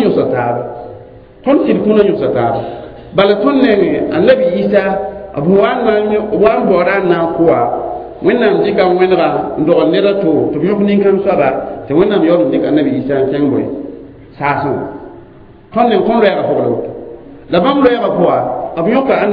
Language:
Mossi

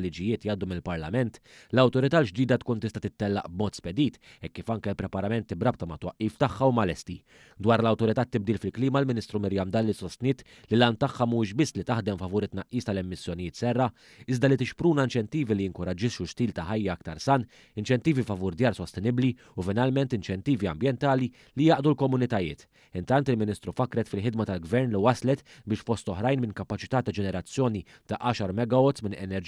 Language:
Maltese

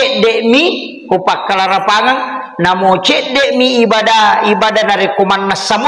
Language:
Buginese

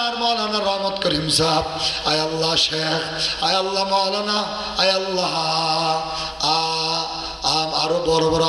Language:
Rohingya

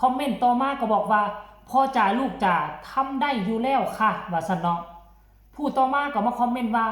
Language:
Northeastern Thai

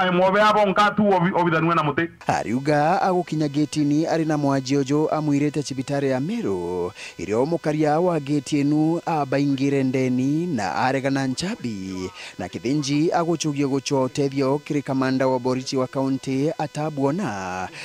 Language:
Meru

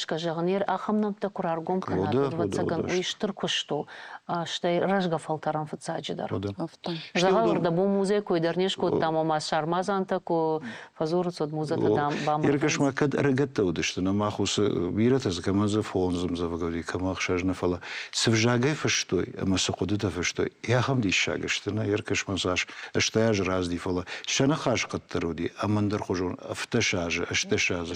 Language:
Ossetic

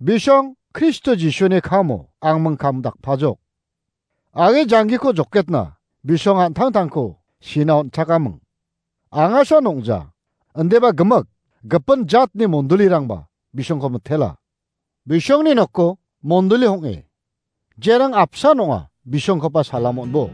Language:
Garo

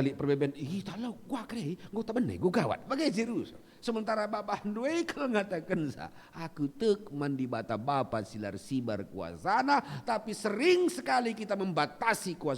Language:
Batak Karo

